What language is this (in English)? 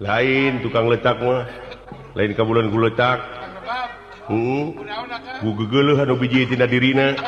Sundanese